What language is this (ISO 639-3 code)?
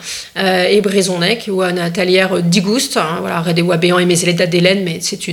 bre